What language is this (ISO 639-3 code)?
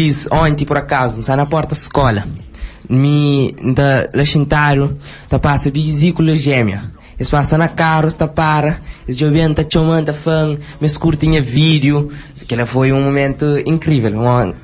kea